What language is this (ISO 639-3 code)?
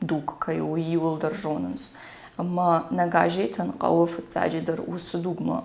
oss